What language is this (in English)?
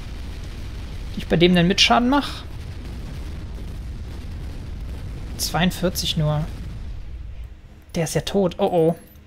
German